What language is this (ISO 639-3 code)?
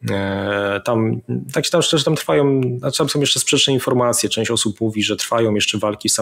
pol